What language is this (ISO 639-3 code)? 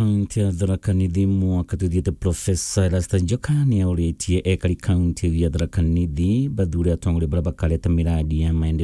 mer